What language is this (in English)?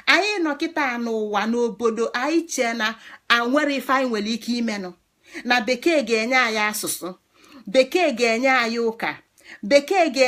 Igbo